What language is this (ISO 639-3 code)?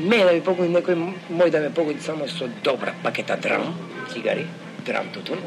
mkd